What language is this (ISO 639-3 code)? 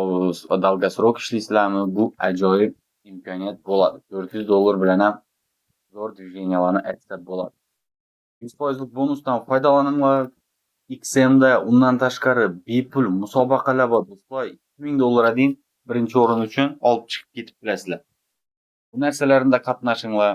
uzb